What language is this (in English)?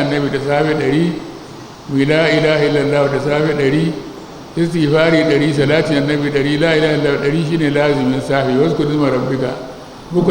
Hausa